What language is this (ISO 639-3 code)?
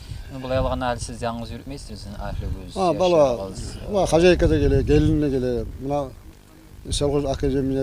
kum